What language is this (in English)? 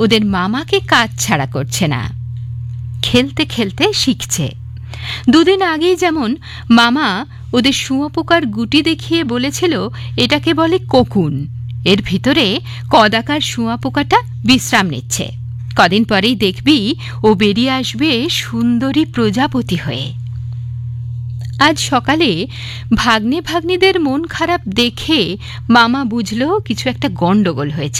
Bangla